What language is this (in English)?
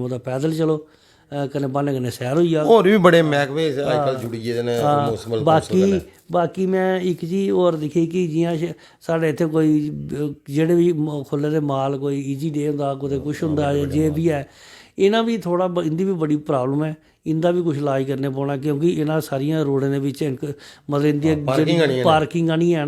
Dogri